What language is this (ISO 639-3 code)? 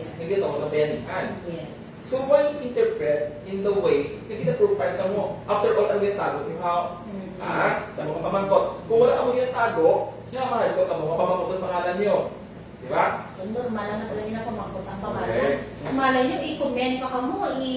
hil